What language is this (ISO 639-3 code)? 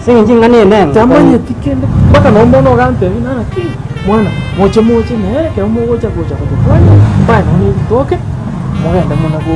guz